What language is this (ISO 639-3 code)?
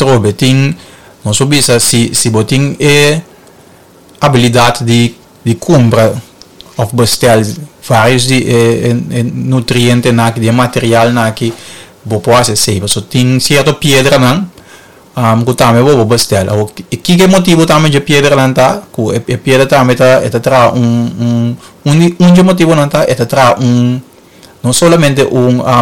pap